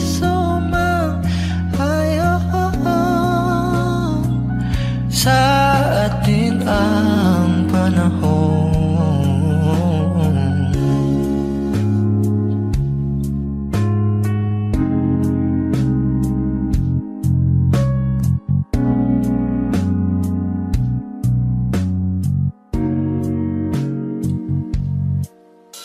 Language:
Filipino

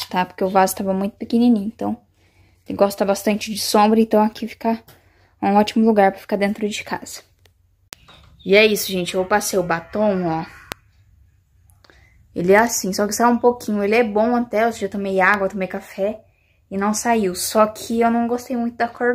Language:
Portuguese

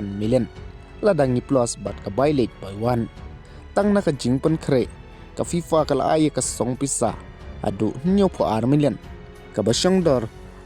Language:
Khasi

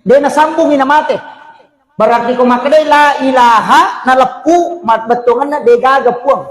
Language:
Buginese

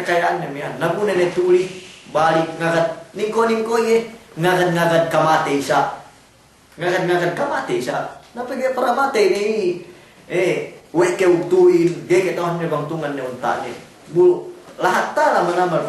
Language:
Yakan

